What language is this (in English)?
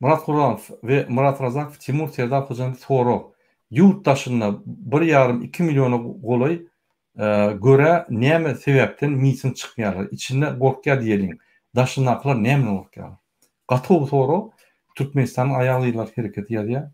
Turkmen